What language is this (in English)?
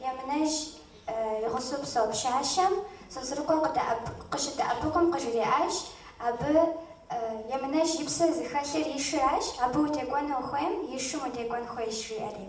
Kabardian